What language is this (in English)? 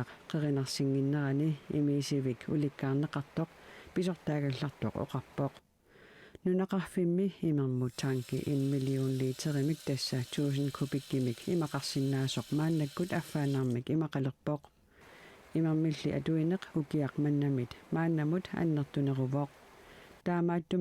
Kalaallisut